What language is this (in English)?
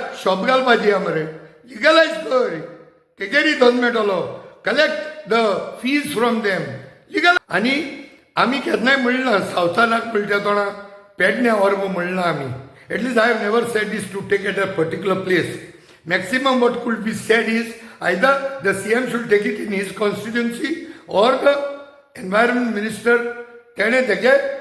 Konkani